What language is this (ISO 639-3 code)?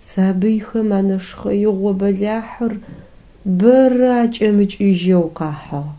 ady